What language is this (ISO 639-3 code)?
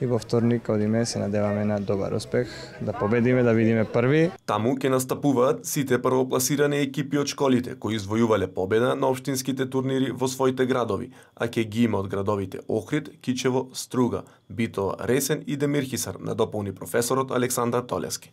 mkd